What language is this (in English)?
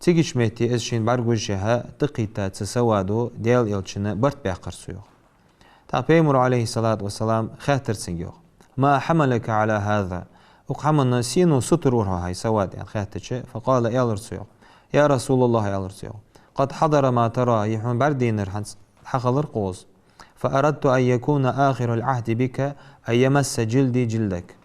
Ingush